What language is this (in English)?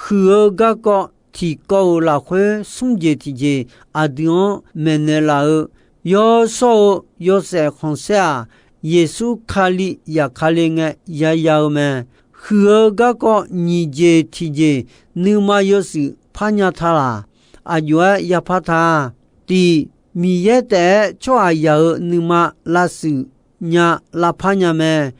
Akha